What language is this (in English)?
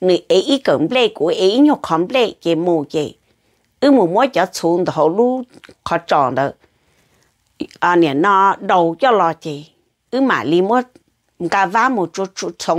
Vietnamese